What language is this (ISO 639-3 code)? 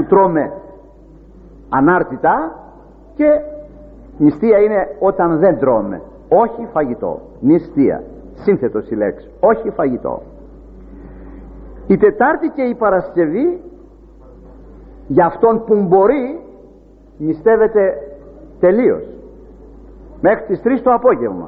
ell